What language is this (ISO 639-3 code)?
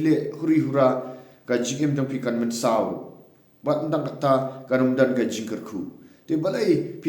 kha